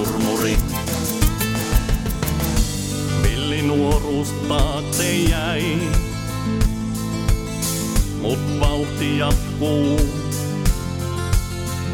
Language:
Finnish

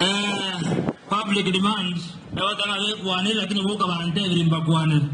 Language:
Gusii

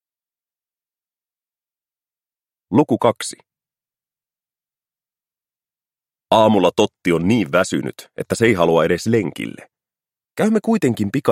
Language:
Finnish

